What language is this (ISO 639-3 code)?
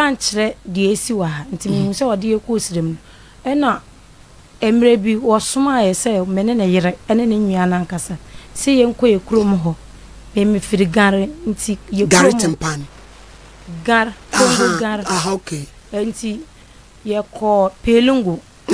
aka